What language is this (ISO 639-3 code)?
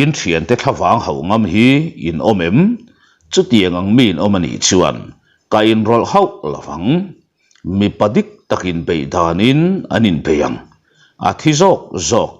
lus